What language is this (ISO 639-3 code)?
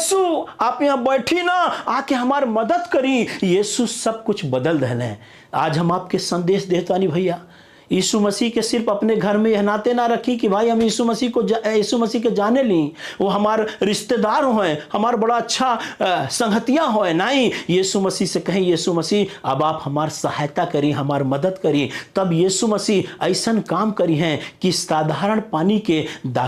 bho